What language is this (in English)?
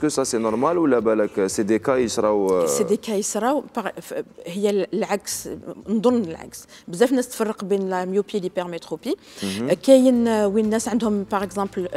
Algerian Arabic